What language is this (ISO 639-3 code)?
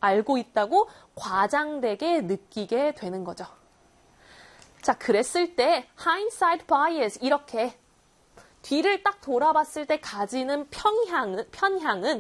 kor